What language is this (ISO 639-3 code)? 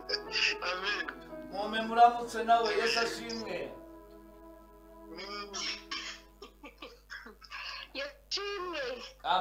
kin